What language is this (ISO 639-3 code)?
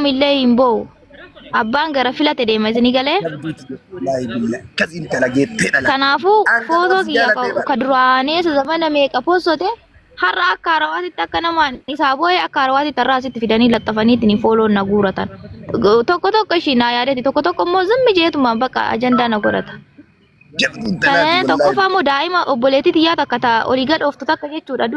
orm